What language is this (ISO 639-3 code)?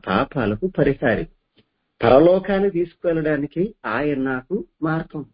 tel